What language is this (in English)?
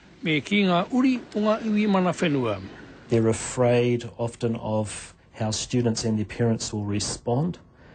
Māori